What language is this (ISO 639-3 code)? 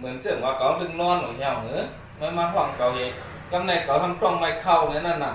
shn